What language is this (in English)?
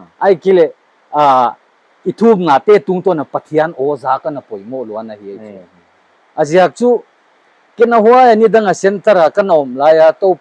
Paite Chin